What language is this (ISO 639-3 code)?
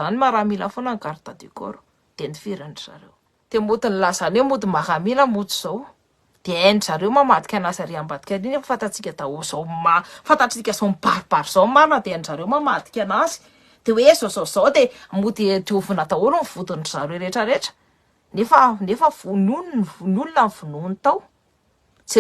mlg